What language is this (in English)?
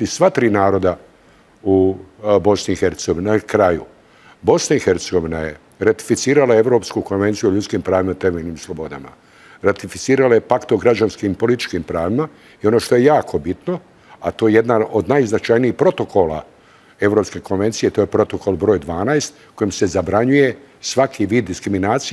Bosnian